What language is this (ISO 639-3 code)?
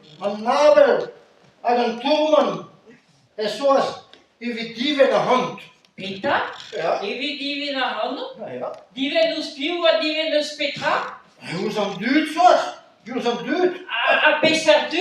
bre